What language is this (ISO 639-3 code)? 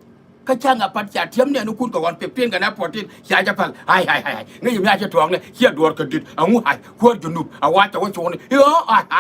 nus